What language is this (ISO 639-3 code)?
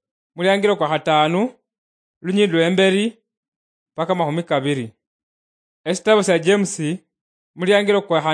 luy